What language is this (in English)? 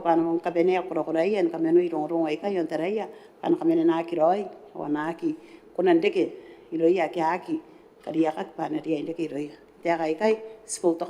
Gilbertese